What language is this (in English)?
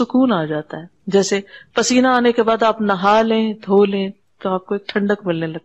Urdu